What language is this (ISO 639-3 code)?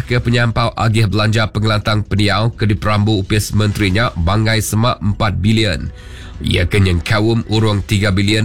iba